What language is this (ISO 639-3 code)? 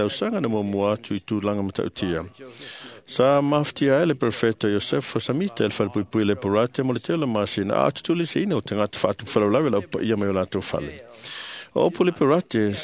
smo